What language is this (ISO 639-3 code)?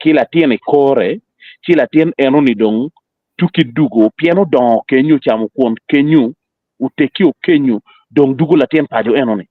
ach